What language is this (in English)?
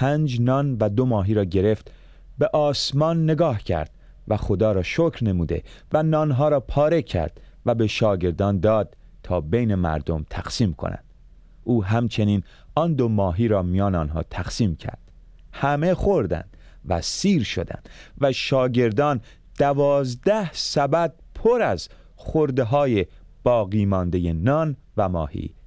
Persian